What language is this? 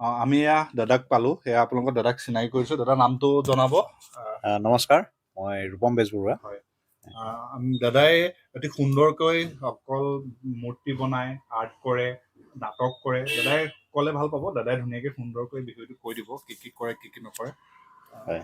Assamese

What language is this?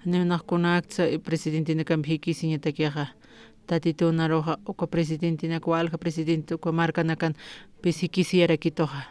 Aymara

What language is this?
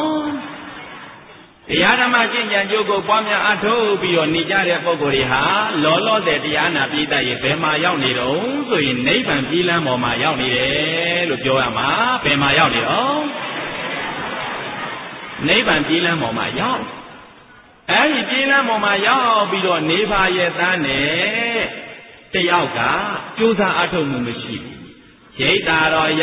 Burmese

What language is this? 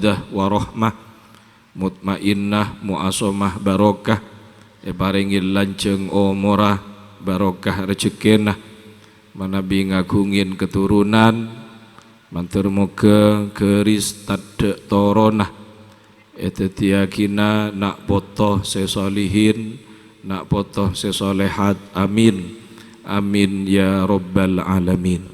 Madurese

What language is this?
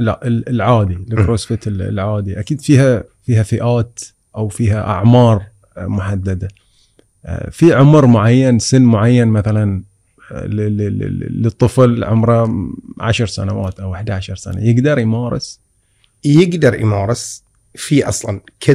Gulf Arabic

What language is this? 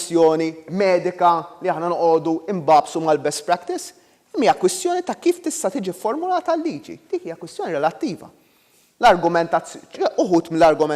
Maltese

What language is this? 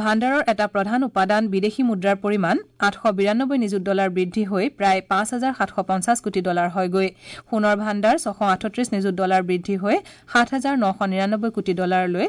Assamese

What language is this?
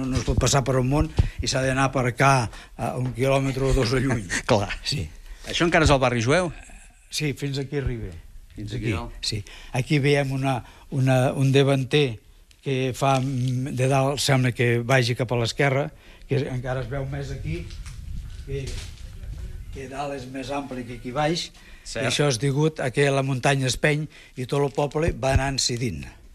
Catalan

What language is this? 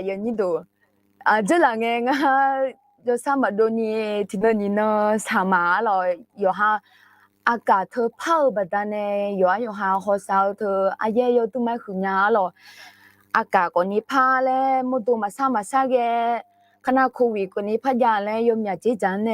Akha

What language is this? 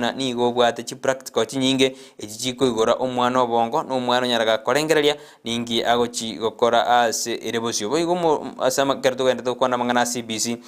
Gusii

